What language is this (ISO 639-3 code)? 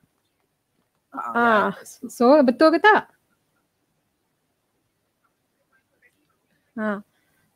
msa